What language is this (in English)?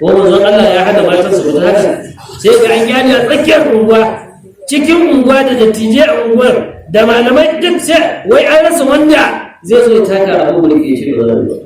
Hausa